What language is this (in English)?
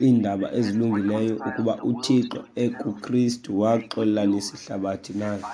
Xhosa